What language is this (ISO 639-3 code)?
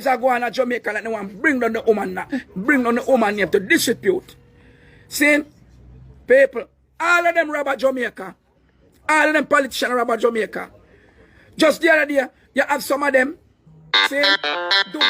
jam